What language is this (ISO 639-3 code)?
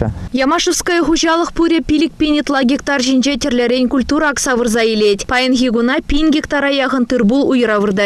chv